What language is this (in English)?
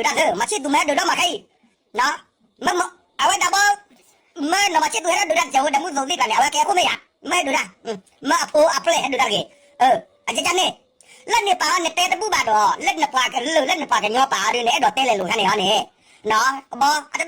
S'gaw Karen